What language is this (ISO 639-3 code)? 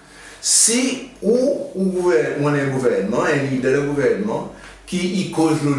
crs